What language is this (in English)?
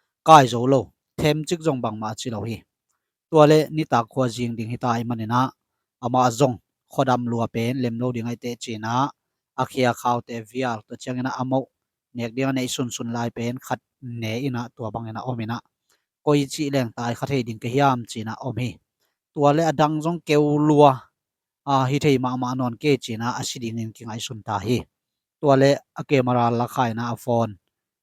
Tedim Chin